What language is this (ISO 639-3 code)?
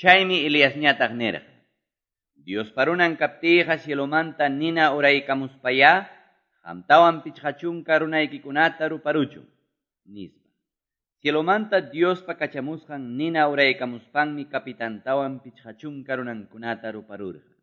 que